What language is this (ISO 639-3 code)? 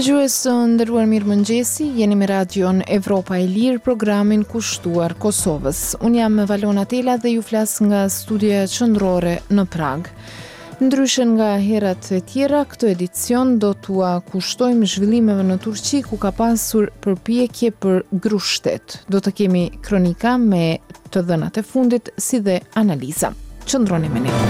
sqi